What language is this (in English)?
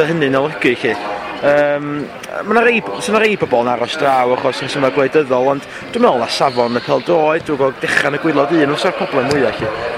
Welsh